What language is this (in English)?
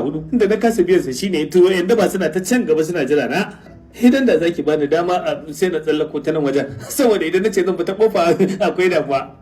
Hausa